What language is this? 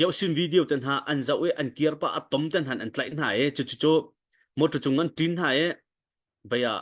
Hakha Chin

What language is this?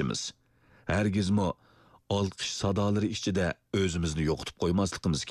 Uyghur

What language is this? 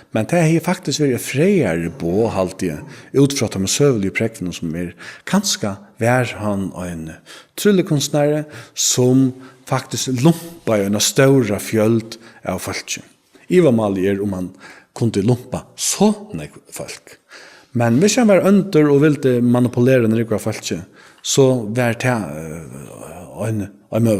Faroese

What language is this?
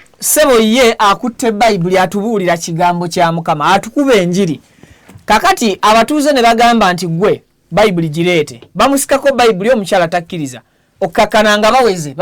Ganda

